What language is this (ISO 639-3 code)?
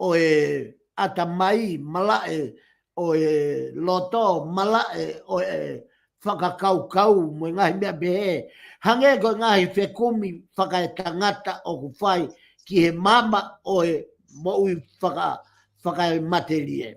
ton